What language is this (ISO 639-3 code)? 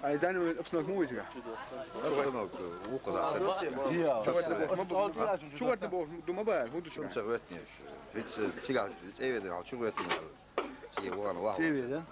che